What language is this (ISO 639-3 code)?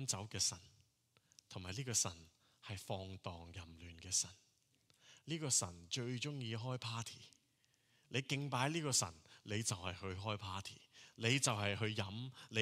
yue